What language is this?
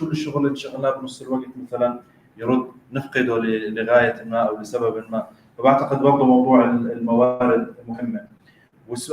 North Levantine Arabic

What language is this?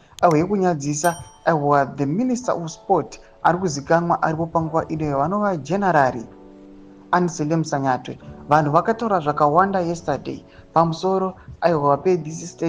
Shona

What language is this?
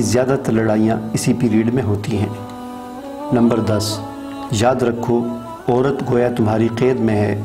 Urdu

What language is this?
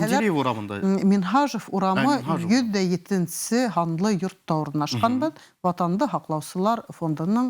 Bashkir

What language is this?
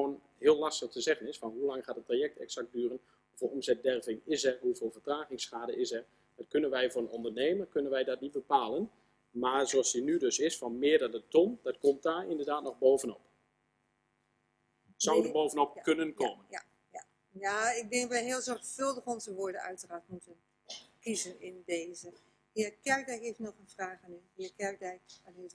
Dutch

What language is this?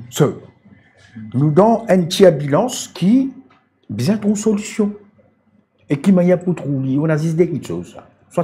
Morisyen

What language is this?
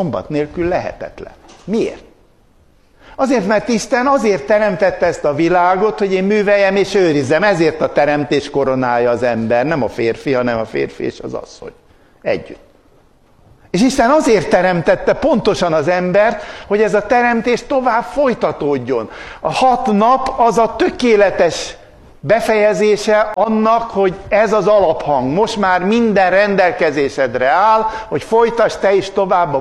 Hungarian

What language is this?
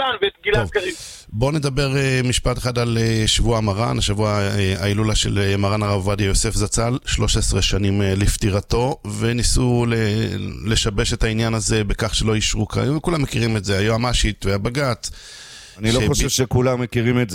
Hebrew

